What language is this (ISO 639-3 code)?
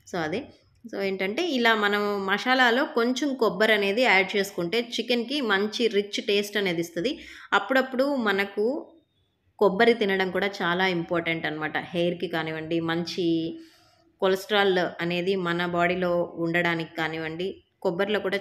tel